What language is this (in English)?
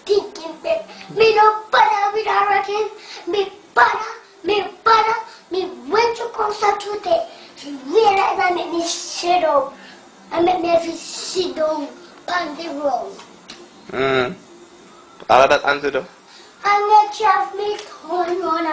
Jamaican Creole English